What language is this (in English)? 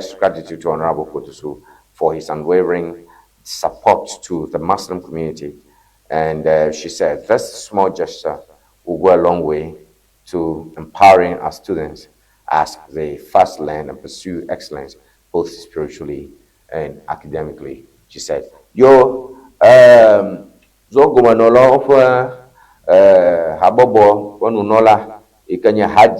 Ewe